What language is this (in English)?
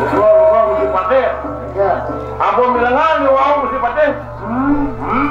Balinese